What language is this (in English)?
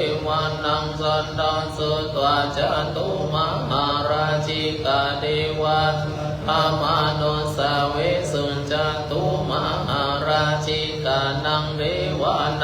Pali